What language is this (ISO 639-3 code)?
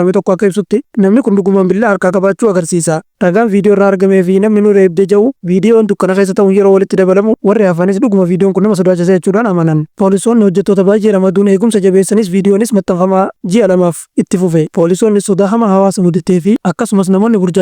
orm